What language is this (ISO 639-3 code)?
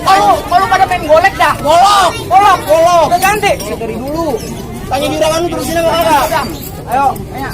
bew